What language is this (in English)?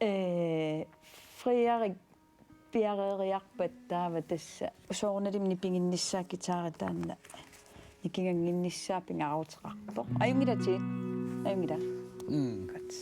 Kalaallisut